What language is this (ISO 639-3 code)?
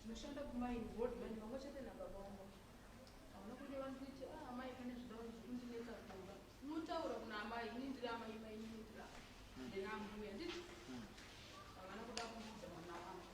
sna